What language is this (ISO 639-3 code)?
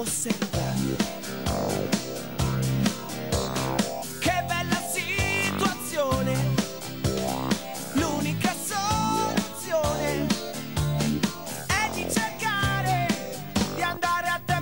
ita